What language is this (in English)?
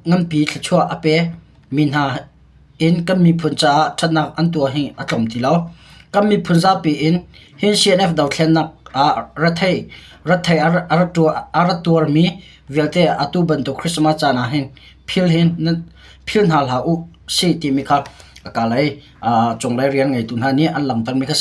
Hakha Chin